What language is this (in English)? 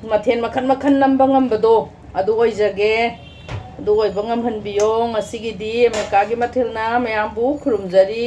Manipuri